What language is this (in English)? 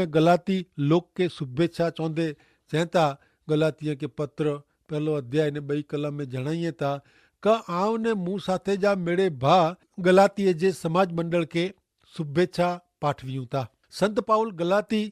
Kachhi